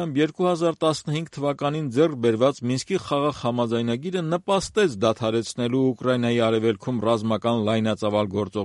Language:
Armenian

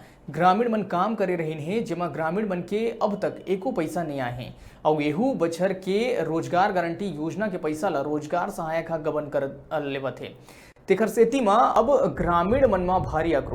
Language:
Chhattisgarhi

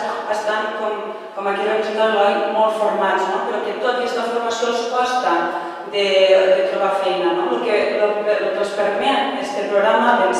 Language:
Catalan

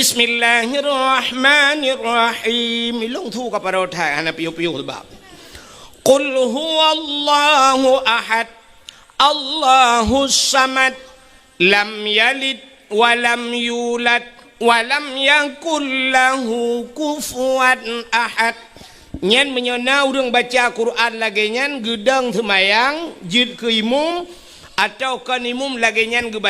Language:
Achinese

